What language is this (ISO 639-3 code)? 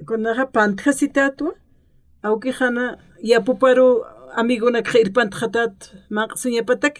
aym